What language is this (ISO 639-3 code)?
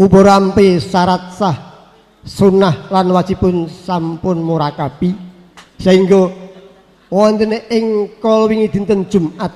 jav